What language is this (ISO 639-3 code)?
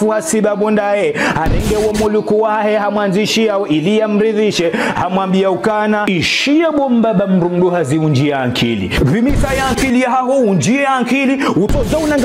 zdj